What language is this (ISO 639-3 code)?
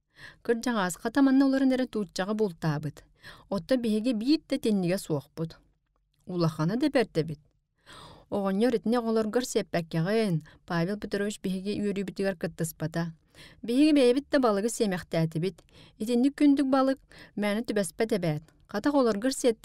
sah